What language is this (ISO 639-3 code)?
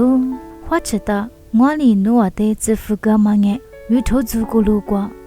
lis